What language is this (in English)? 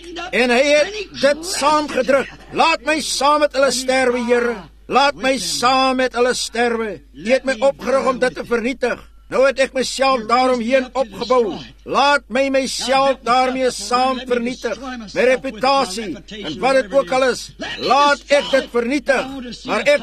Afrikaans